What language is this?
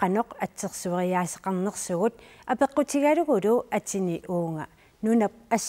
Kalaallisut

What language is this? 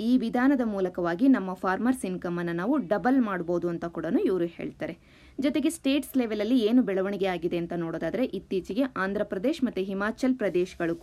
Kannada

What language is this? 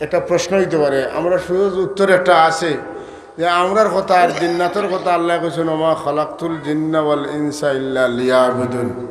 Sylheti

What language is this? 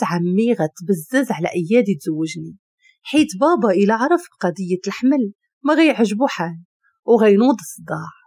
Moroccan Arabic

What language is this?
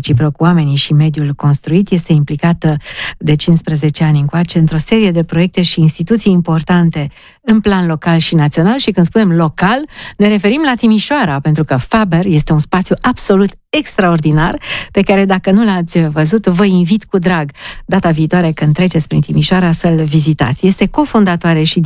Romanian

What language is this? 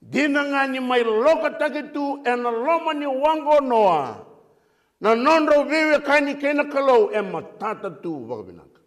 Fijian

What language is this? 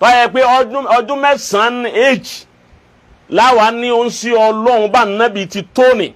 Yoruba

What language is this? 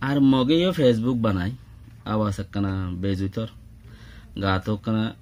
Rohingya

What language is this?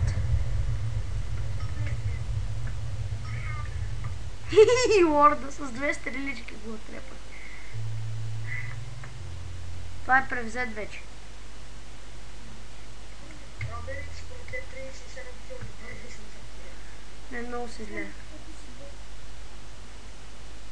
Bulgarian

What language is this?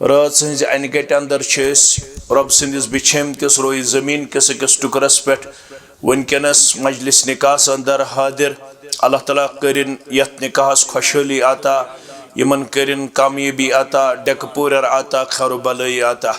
Kashmiri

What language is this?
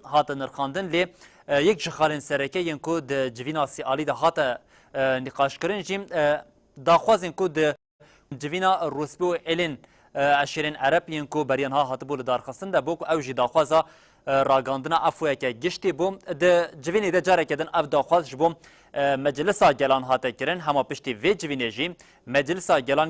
Kurdish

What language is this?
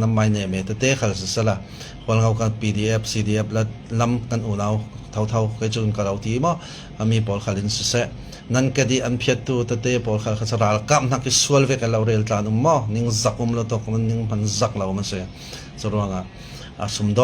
Falam Chin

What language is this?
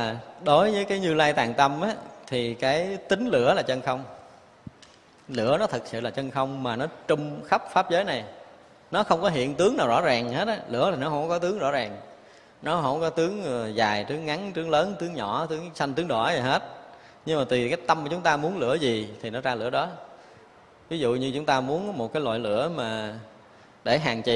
Vietnamese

